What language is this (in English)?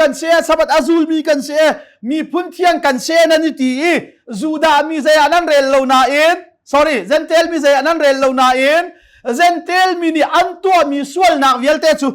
Hakha Chin